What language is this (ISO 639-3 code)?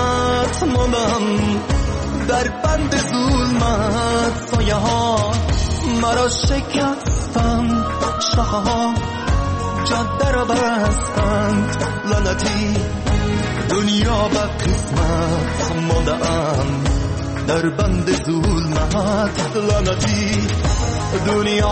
fas